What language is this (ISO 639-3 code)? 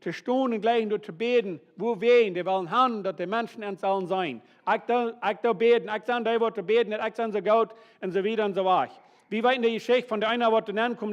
pdt